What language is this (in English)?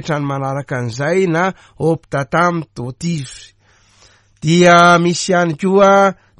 Malagasy